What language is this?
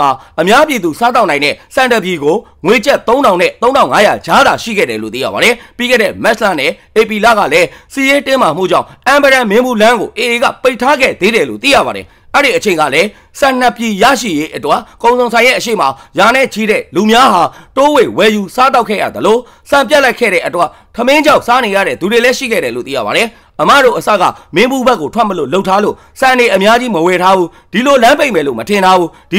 Burmese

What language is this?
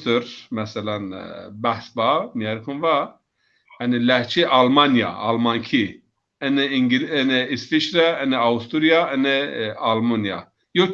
Zaza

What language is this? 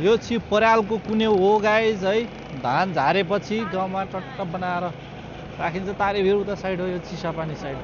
Nepali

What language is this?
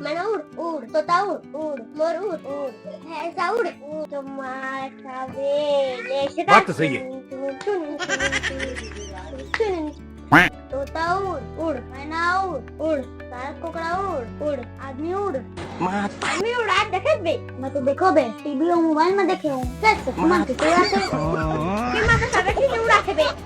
Chhattisgarhi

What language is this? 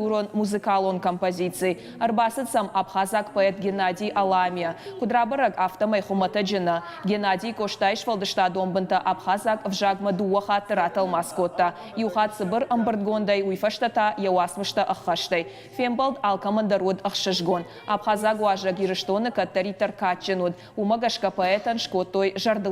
Ossetic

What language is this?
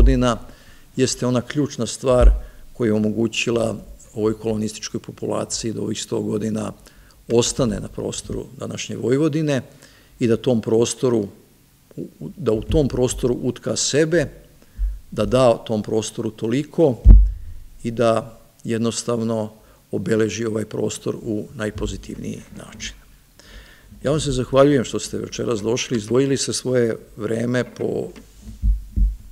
Serbian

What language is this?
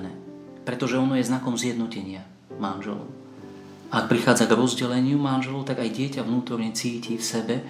Slovak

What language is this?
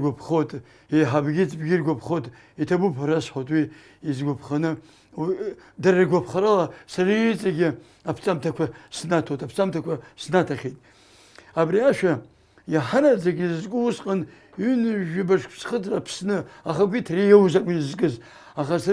Abkhazian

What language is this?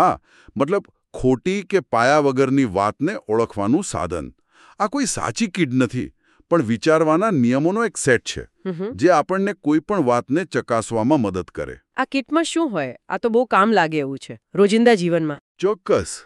Gujarati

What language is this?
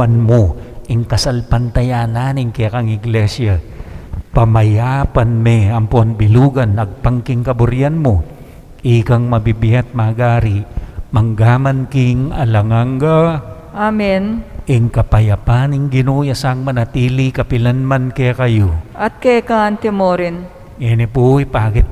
Pampanga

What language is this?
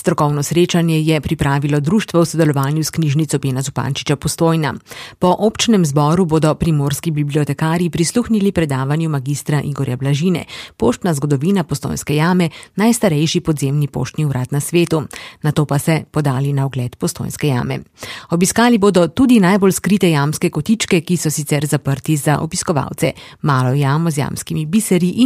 Slovenian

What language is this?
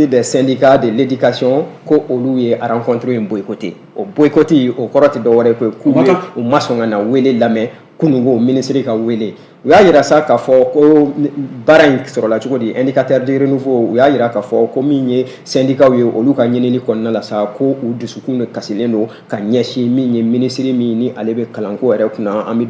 Bambara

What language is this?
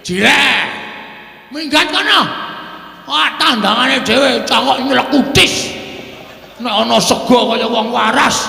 Javanese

